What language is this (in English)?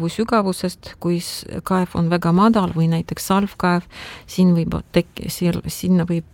Estonian